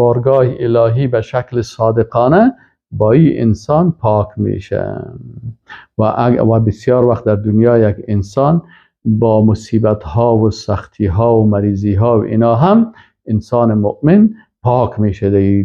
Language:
Persian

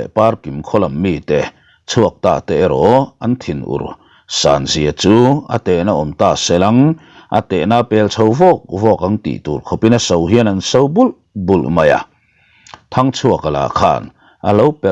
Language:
Mizo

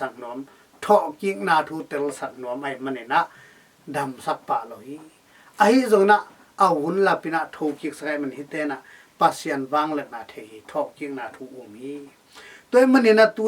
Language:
Tedim Chin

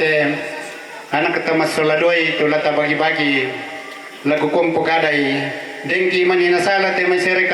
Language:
Toraja-Sa'dan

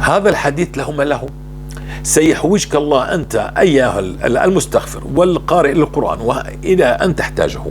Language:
North Levantine Arabic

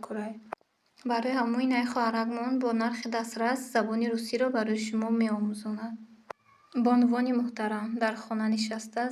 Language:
Tajik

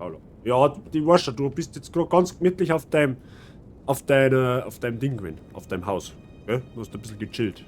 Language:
Bavarian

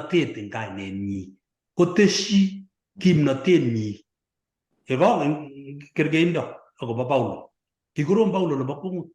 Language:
Kalenjin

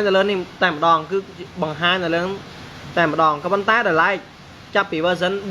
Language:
Khmer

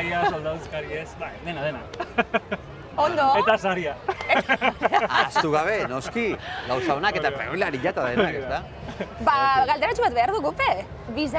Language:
Basque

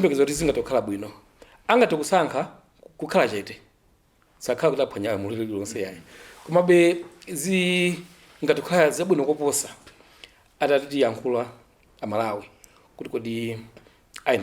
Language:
Nyanja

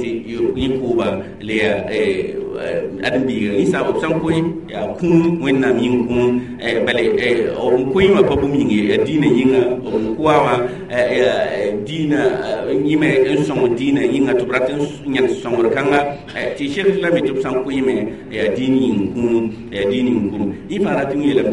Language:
Mossi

